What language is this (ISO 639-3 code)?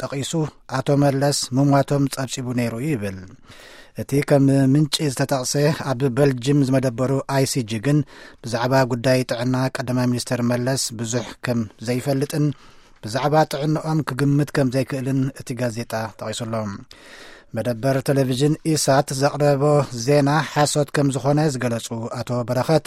tir